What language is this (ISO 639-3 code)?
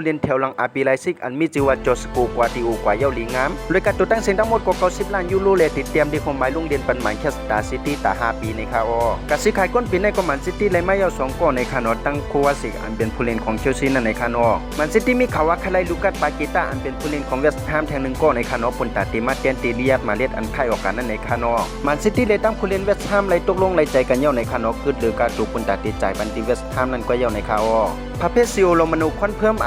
shn